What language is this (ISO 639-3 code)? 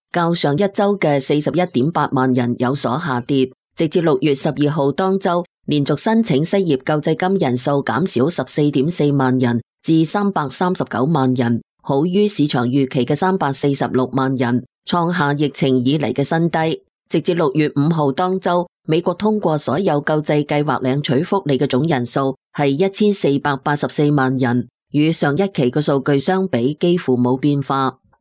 yue